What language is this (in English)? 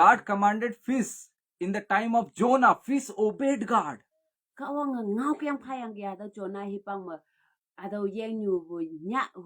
Konyak Naga